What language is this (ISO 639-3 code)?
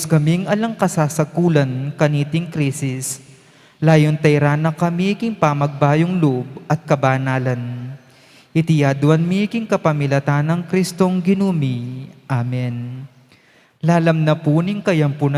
pam